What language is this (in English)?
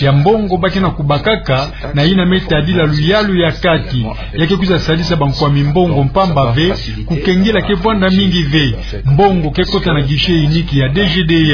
Kituba (Democratic Republic of Congo)